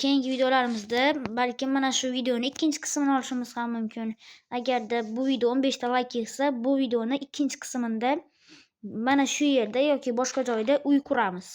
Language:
Uzbek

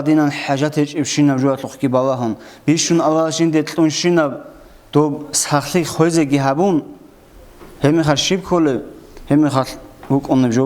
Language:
Avaric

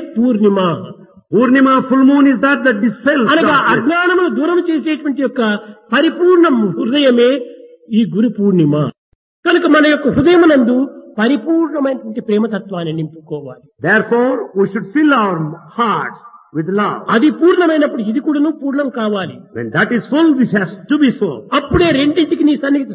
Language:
Telugu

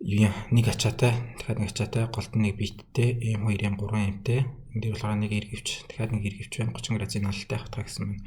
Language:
Mongolian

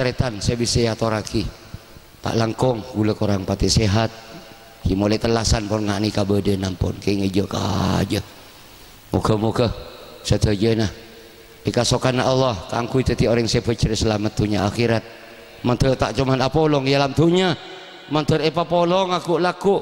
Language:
Madurese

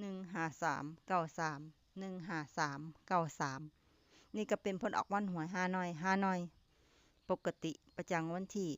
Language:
Lao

